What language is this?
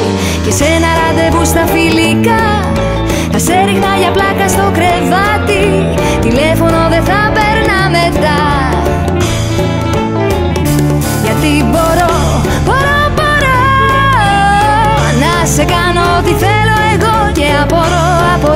Greek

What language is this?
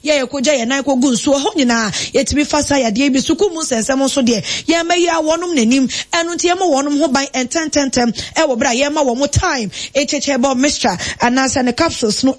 Akan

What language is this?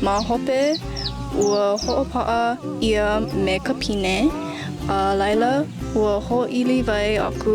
Hawaiian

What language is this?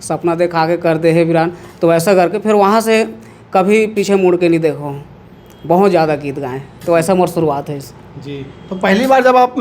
Chhattisgarhi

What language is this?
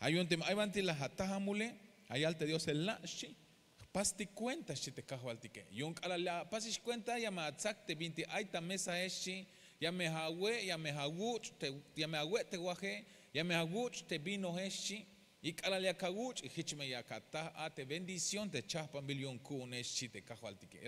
Tzeltal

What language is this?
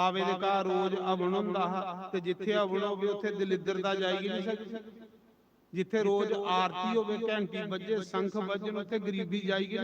Dogri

